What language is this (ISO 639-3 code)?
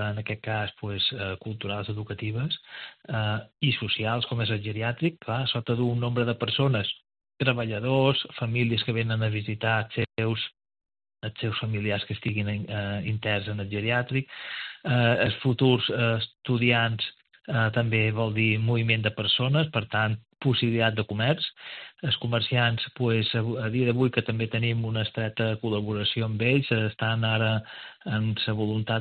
cat